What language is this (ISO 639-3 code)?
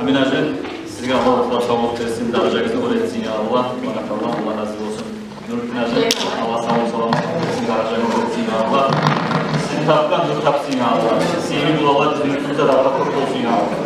kum